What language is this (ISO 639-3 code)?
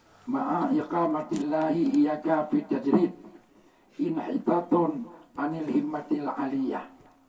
ace